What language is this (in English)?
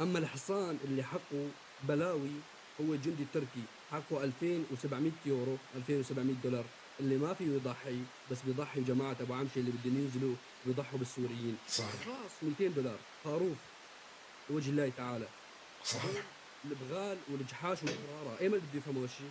North Levantine Arabic